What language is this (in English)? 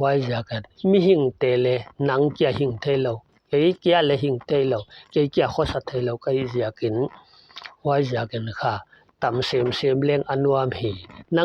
Paite Chin